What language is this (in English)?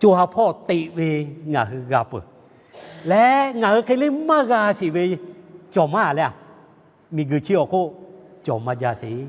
Lahu